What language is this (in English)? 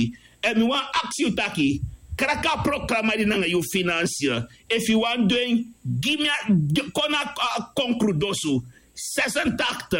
Sranan Tongo